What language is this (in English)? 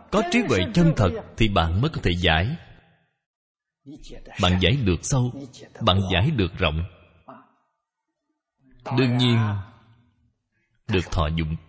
Vietnamese